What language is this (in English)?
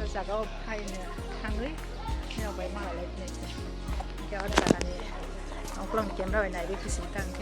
Kok Borok